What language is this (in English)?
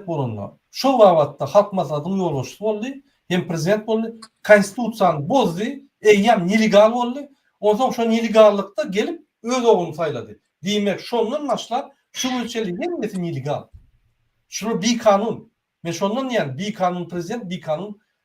Turkmen